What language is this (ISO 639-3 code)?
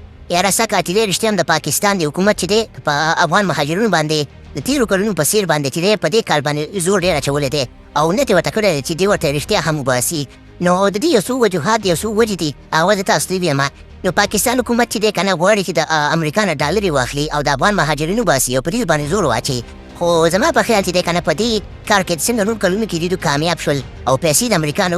pus